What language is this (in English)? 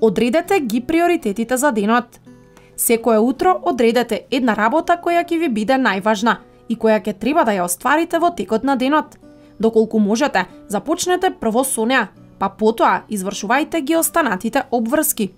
Macedonian